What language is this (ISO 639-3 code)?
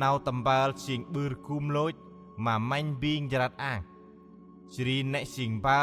cmo